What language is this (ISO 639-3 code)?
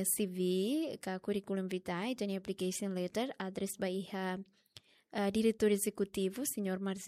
tet